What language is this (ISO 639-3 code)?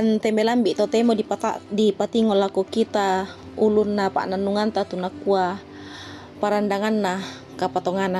sda